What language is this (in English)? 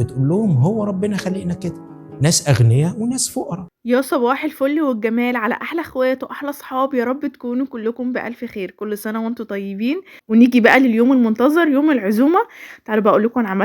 Egyptian Arabic